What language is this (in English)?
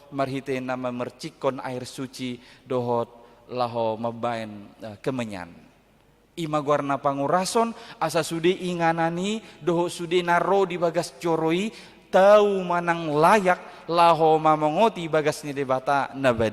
Batak Toba